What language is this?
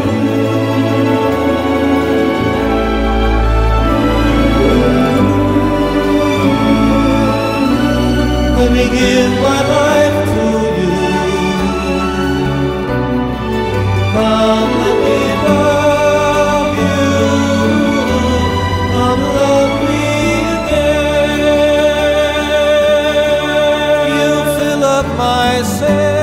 English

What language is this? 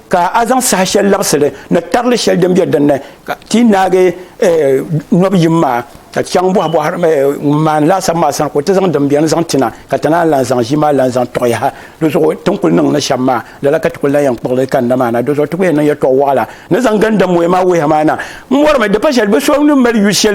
Dagbani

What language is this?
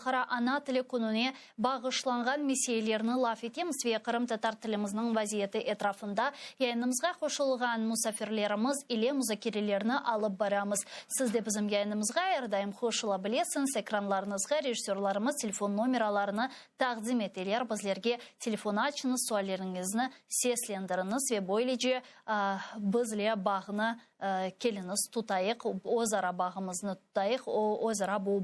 Crimean Tatar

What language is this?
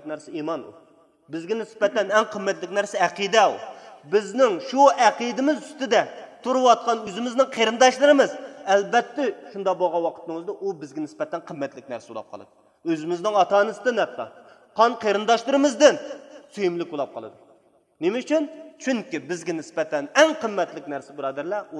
Uyghur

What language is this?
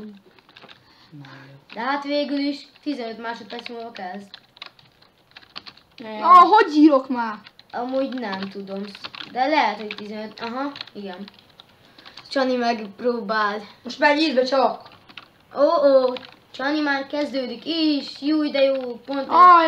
Hungarian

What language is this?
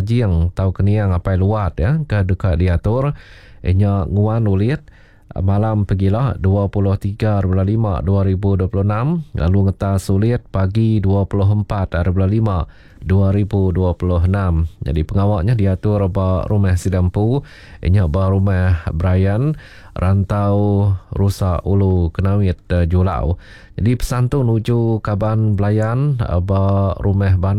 Iban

